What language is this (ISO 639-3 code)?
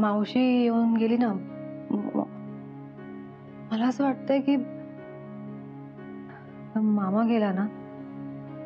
mar